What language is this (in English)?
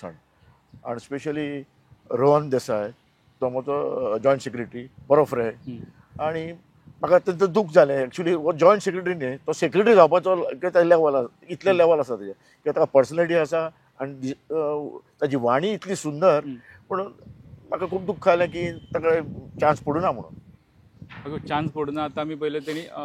Konkani